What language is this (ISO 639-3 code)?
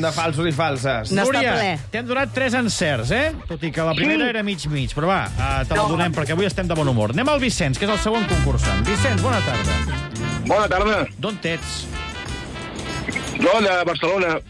cat